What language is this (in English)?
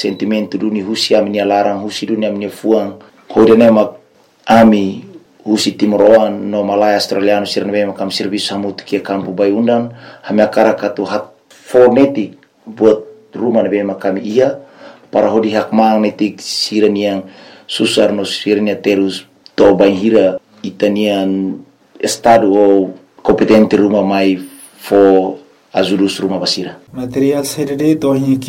Tetum